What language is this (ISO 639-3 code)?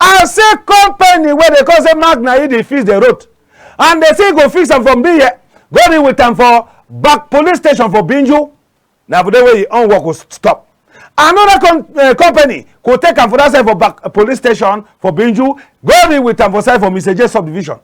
wes